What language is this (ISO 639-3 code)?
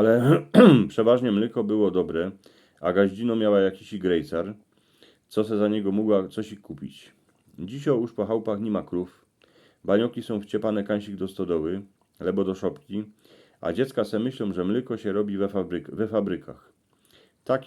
szl